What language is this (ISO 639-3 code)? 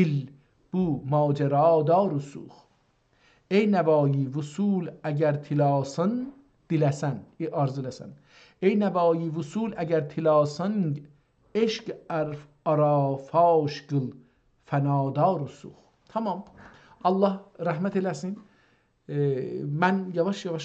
azb